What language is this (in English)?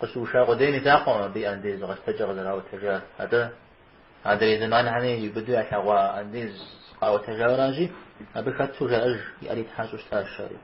Kabardian